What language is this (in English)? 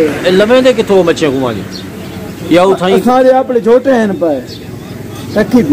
Saraiki